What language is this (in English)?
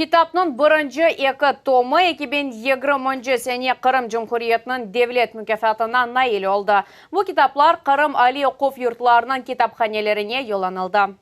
Crimean Tatar